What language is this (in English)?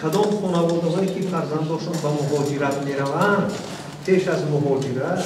Tajik